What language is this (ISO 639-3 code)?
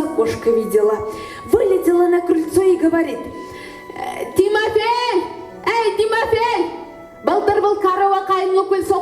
bak